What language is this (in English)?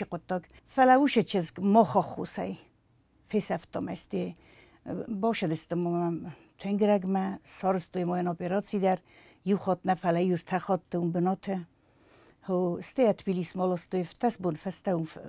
Ossetic